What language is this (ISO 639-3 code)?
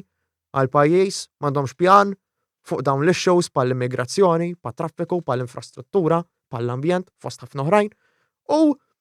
mlt